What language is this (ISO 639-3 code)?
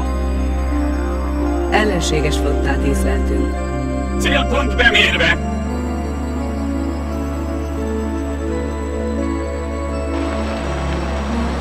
hun